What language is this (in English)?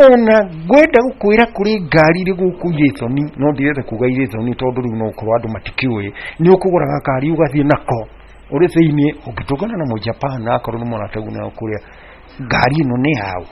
Kikuyu